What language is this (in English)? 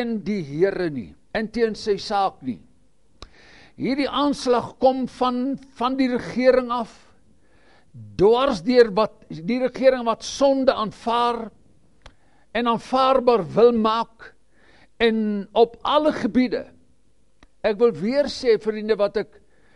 Afrikaans